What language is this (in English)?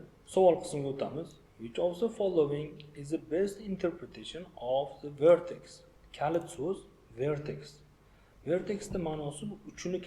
Uzbek